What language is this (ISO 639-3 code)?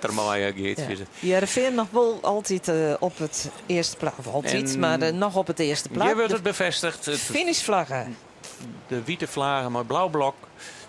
fry